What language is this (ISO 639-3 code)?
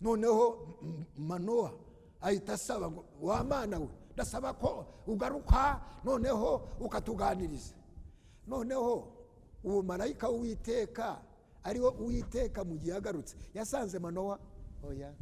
kin